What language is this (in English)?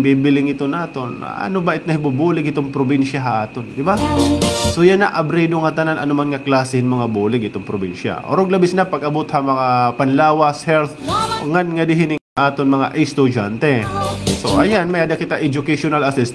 Waray